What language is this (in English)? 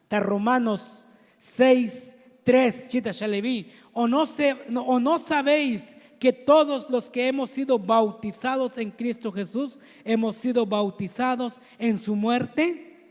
Tzotzil